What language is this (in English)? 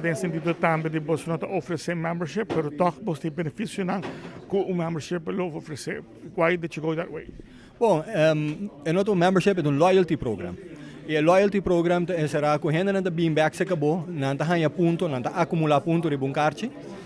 Papiamento